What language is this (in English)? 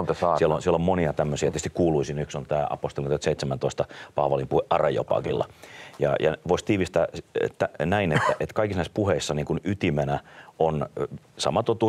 Finnish